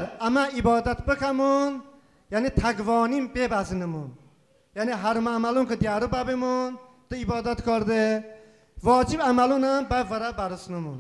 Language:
Talysh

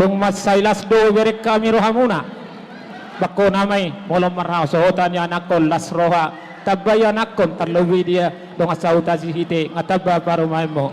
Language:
Batak Toba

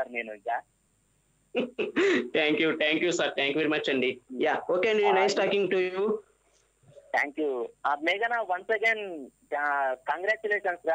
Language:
Telugu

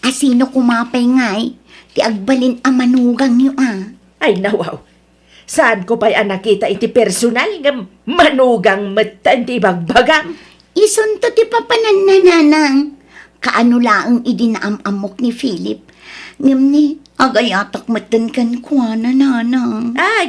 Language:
Iloko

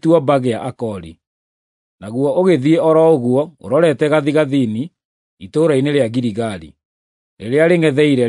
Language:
Kikuyu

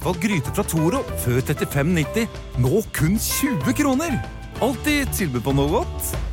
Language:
Norwegian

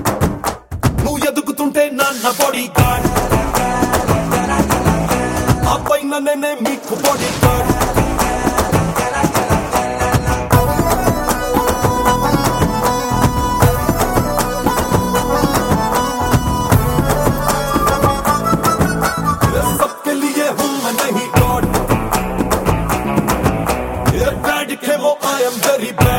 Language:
Telugu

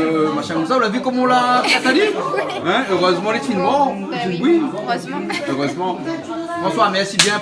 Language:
Réunion Creole French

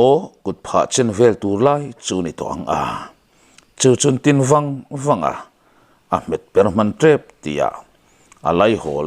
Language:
Mizo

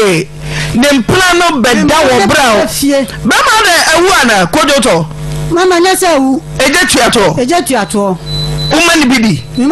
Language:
Akan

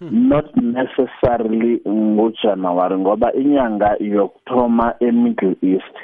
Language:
South Ndebele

